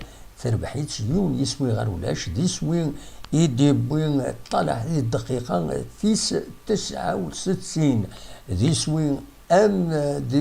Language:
Kabyle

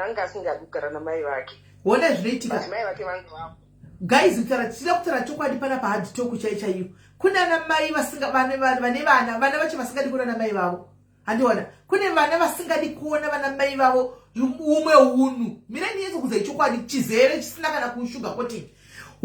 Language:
Shona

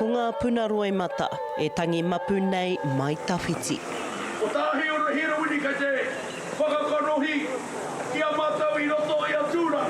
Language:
Māori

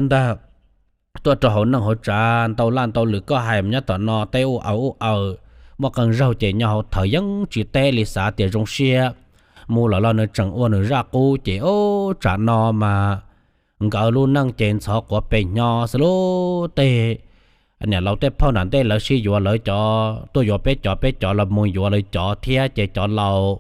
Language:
Hmong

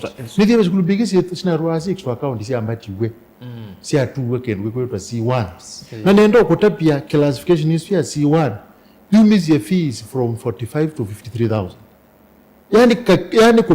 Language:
Kamba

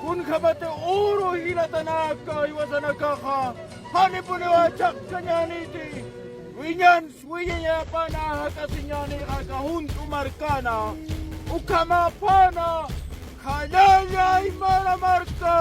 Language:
Aymara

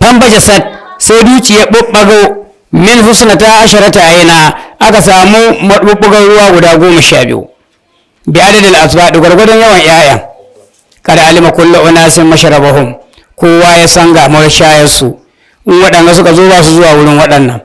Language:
Hausa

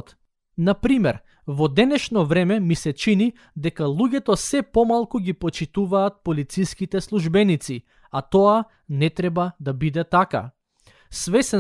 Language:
Macedonian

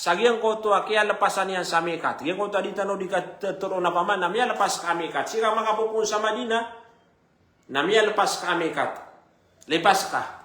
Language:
Maranao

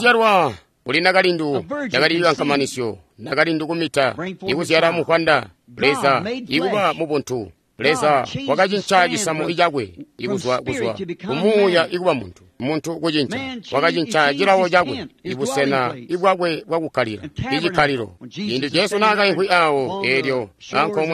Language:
Tonga (Zambia)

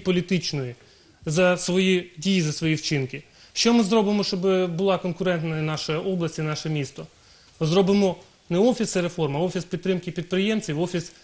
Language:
Ukrainian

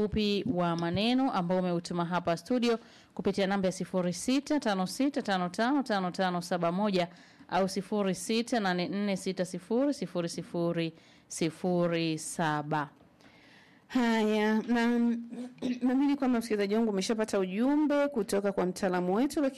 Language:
Swahili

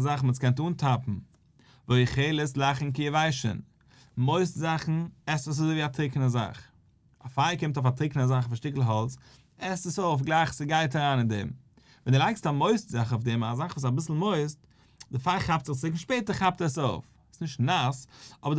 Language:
Yiddish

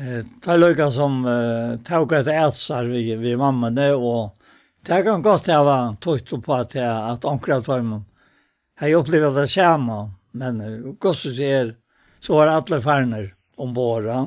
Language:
Faroese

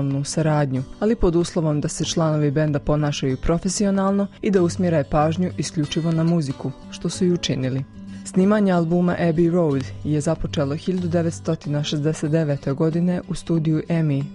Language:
Bosnian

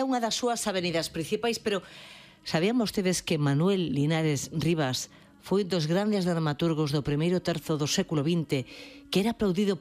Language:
Galician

